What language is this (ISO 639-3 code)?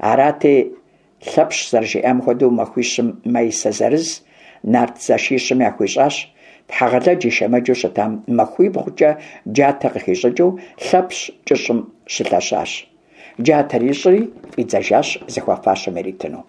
kbd